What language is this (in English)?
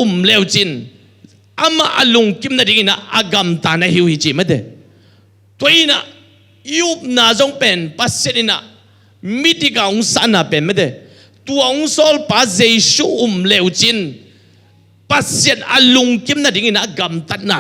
Tedim Chin